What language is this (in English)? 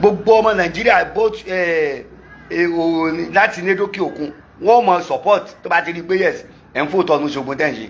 Yoruba